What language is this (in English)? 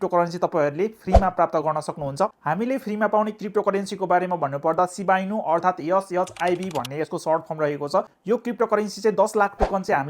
Nepali